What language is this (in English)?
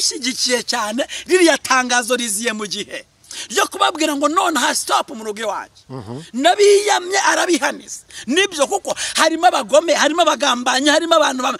Kinyarwanda